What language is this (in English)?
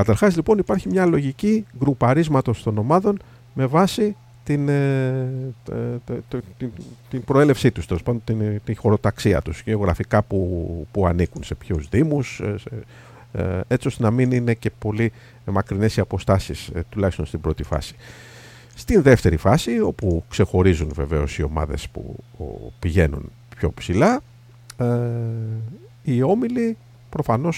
Greek